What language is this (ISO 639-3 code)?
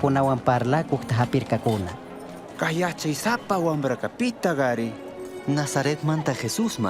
qug